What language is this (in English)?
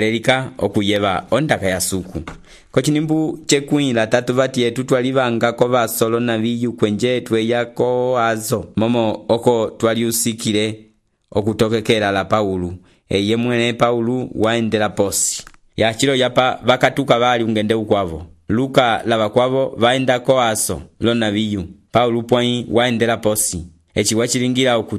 Umbundu